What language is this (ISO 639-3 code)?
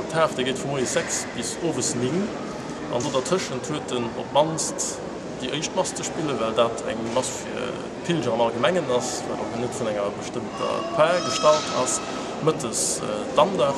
ltz